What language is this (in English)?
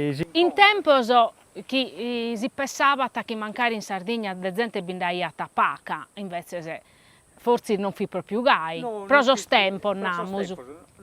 Sardinian